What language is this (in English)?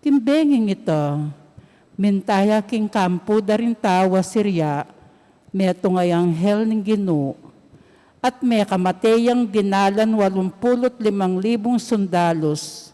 Pampanga